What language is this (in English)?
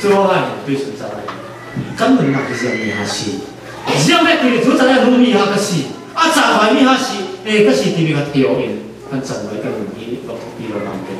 Falam Chin